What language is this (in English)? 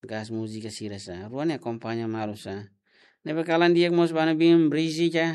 Tetum